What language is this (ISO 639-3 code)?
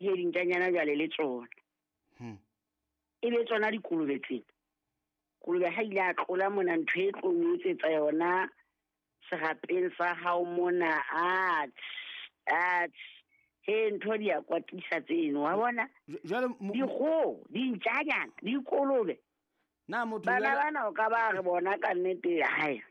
sot